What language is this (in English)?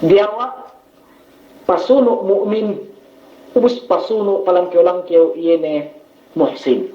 Yakan